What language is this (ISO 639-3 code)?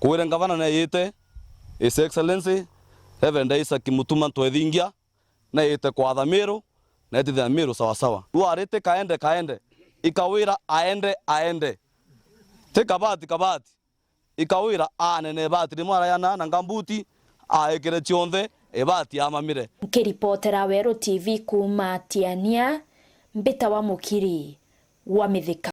mer